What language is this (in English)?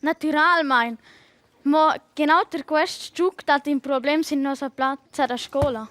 Romansh